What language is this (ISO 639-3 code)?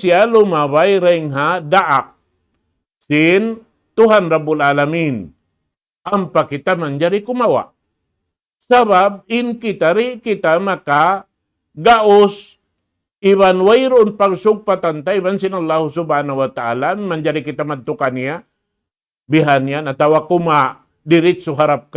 tsg